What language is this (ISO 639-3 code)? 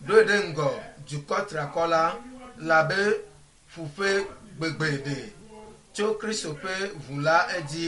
ewe